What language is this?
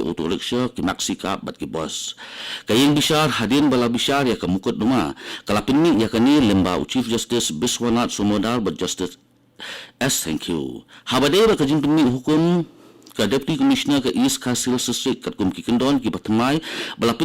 Khasi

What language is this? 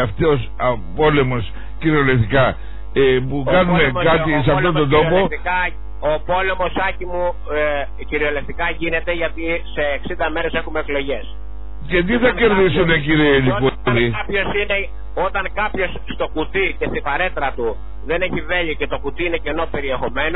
Greek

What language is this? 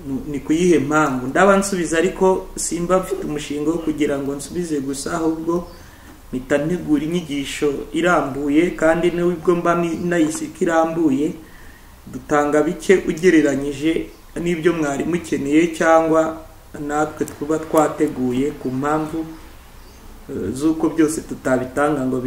Kinyarwanda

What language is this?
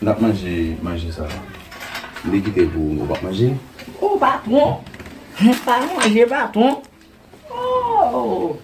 Haitian Creole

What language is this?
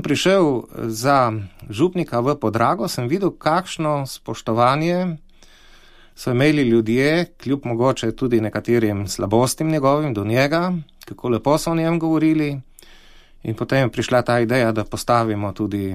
Slovenian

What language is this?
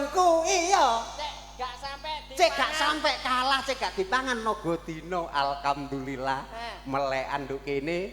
Javanese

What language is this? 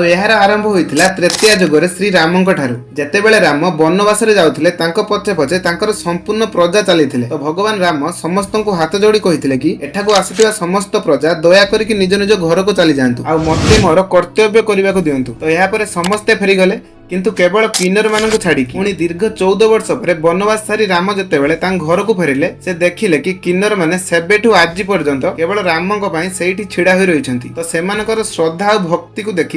Odia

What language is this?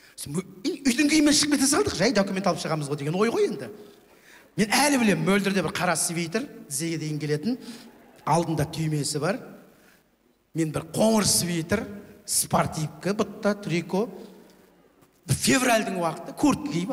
Kazakh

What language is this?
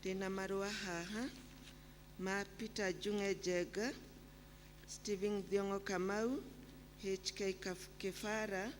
Kikuyu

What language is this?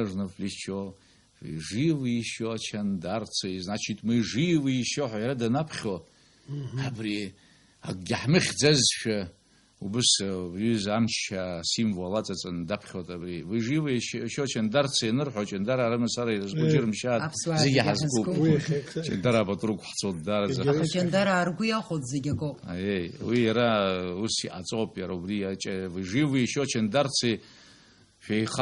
Abkhazian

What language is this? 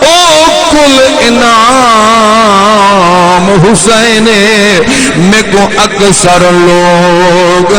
Saraiki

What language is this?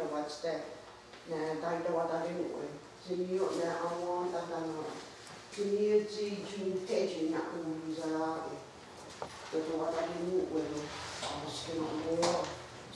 Mohawk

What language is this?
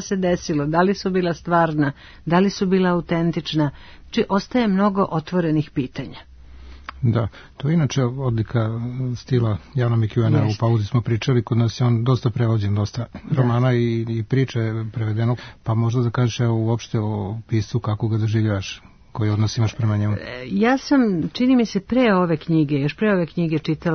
Serbian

